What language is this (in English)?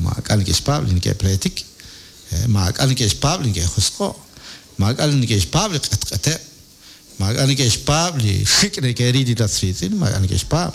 Kekchí